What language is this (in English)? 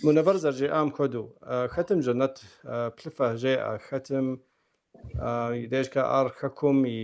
Kabardian